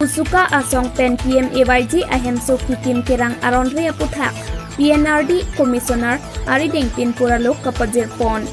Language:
Karbi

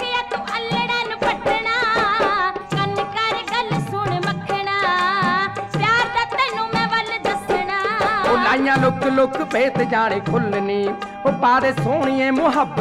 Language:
Punjabi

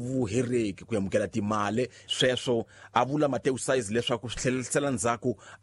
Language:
Tsonga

